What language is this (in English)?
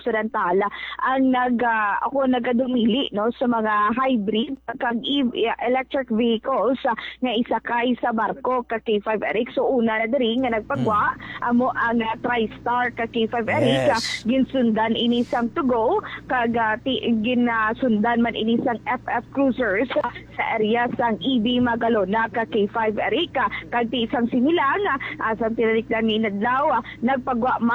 Hiligaynon